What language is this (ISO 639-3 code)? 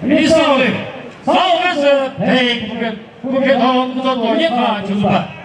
nri